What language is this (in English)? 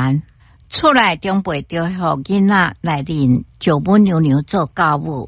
Min Nan Chinese